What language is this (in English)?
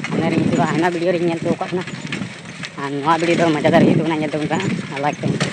Santali